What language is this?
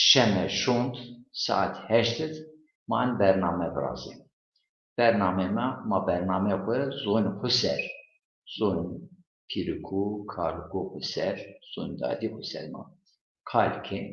Zaza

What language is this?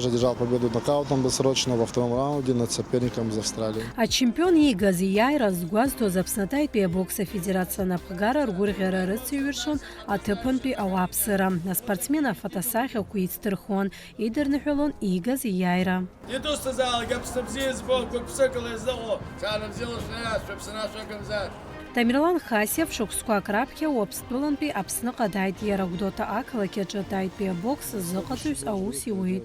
Abkhazian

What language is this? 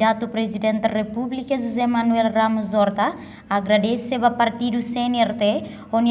Tetum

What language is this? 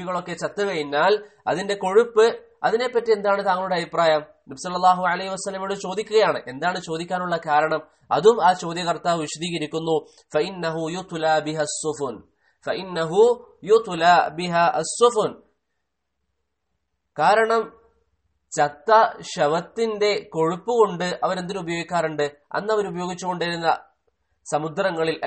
Malayalam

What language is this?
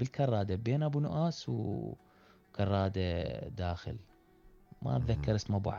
Mesopotamian Arabic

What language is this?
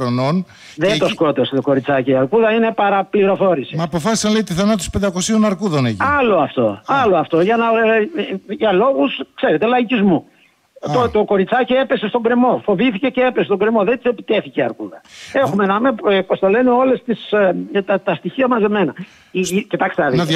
Greek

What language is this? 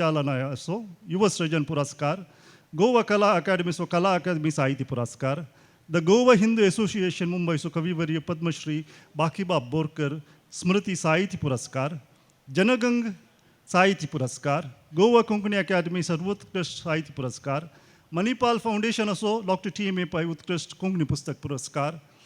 Konkani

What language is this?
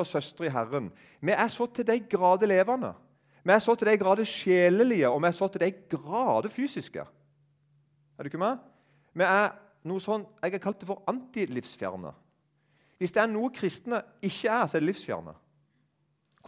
Norwegian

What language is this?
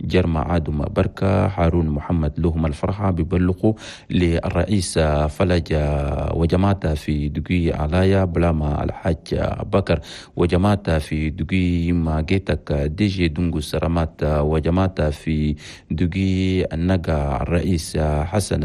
Chadian Arabic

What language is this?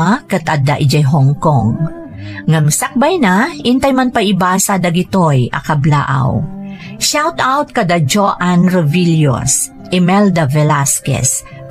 Iloko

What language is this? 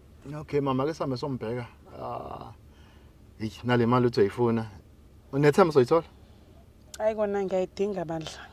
Zulu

